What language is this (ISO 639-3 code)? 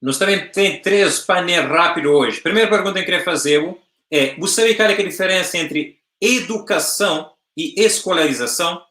kea